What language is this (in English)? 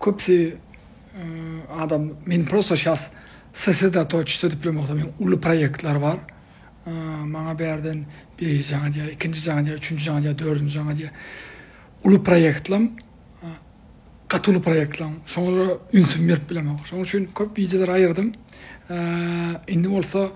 Turkmen